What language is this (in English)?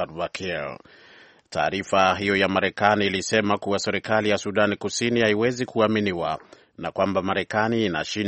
Swahili